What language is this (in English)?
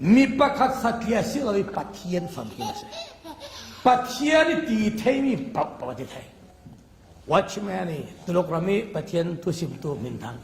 Falam Chin